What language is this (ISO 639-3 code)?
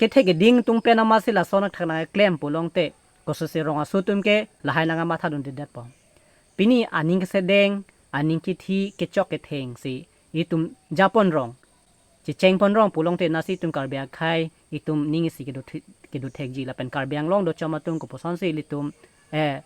mjw